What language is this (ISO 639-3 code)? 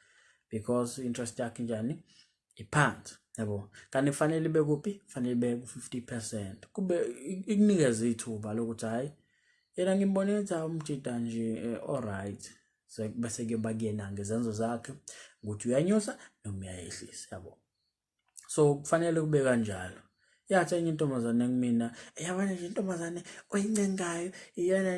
zul